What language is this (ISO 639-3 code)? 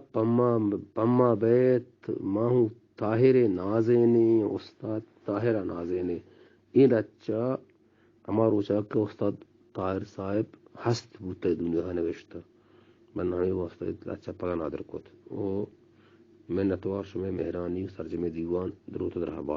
bgp